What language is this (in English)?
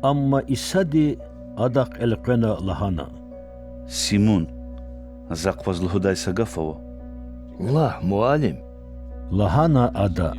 Lezghian